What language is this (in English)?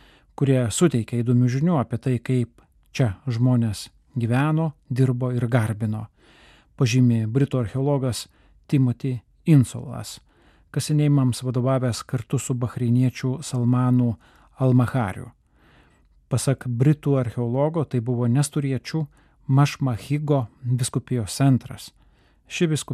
Lithuanian